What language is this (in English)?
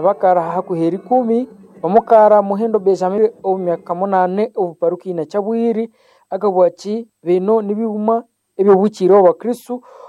Nande